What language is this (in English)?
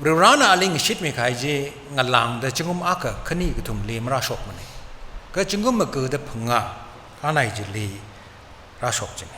Tangkhul Naga (India)